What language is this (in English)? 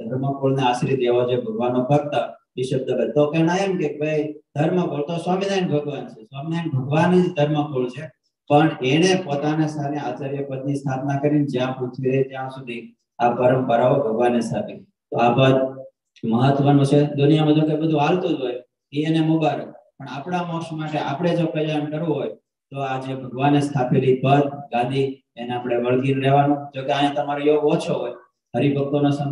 Gujarati